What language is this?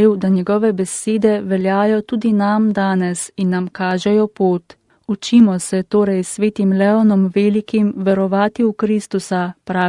Slovenian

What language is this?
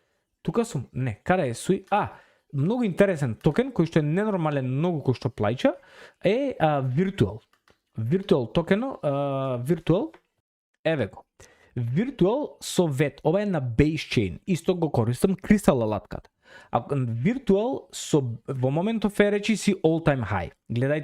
Macedonian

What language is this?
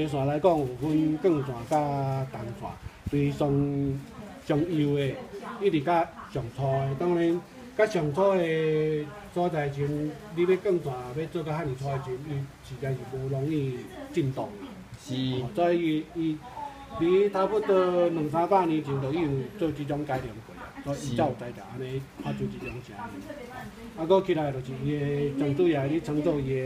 Min Nan Chinese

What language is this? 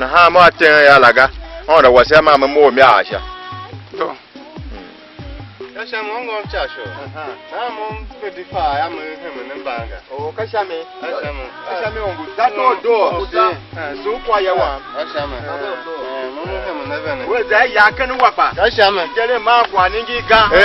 Tiv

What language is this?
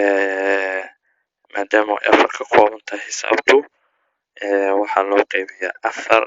Somali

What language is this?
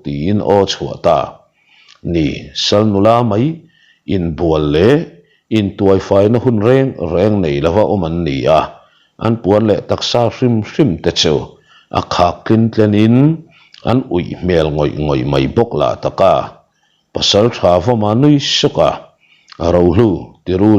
Mizo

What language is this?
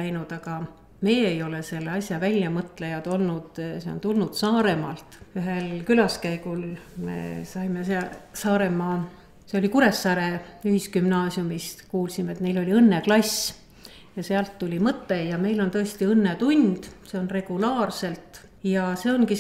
Estonian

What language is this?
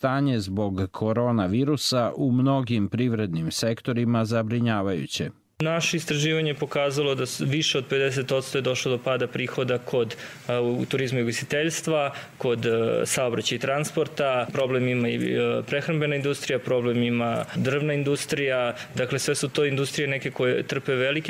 Bosnian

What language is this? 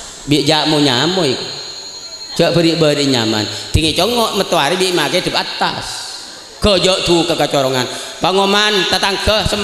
Madurese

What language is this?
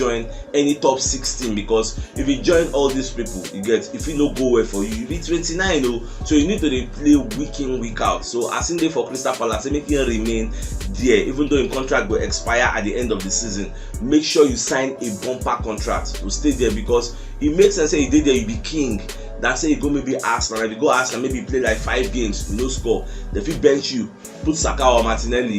Nigerian Pidgin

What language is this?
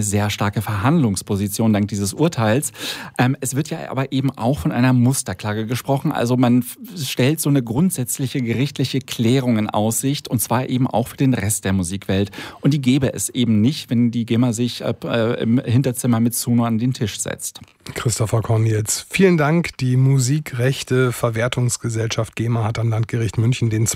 German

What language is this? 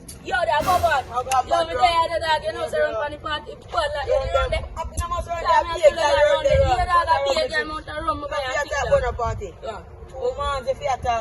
Jamaican Creole English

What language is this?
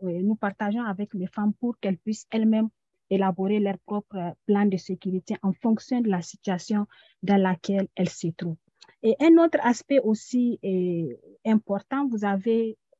French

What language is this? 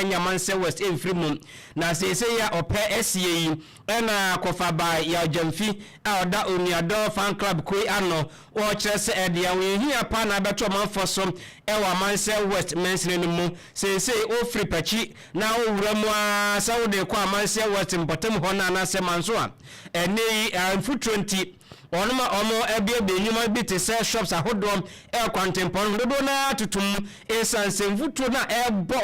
Akan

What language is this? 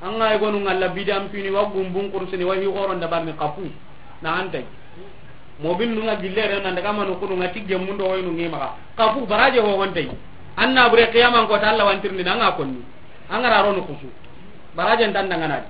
Soninke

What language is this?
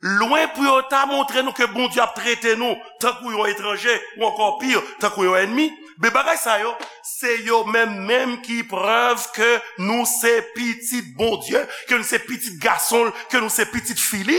Haitian Creole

